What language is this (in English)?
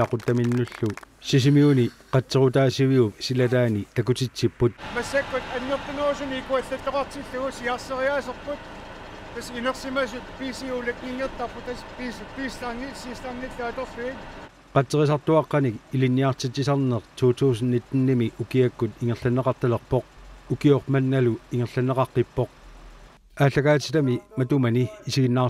Kalaallisut